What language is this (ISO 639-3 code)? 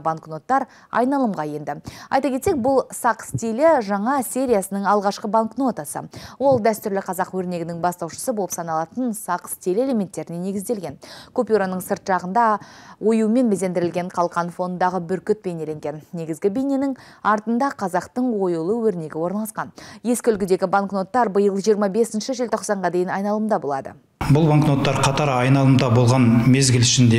kaz